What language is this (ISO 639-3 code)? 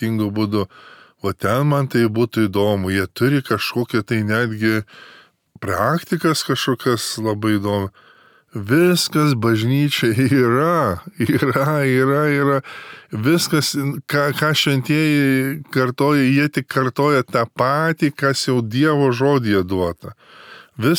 lit